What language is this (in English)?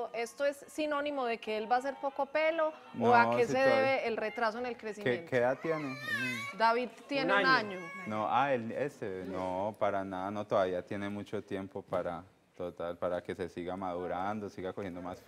Spanish